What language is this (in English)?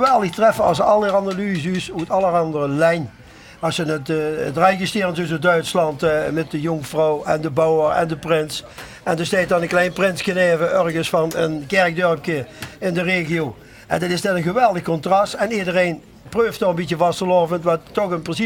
Limburgish